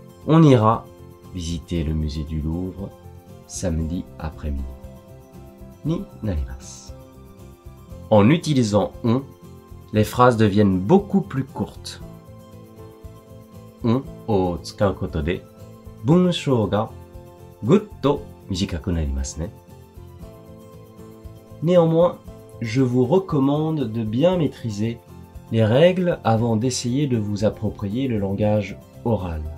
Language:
French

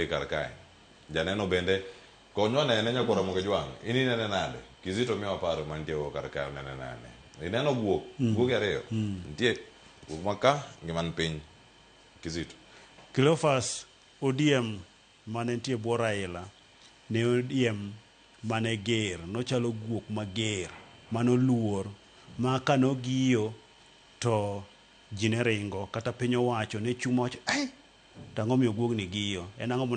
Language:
Luo (Kenya and Tanzania)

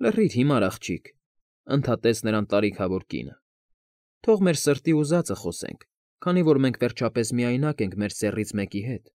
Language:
Armenian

